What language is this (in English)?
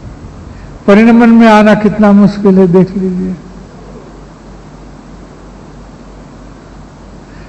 Hindi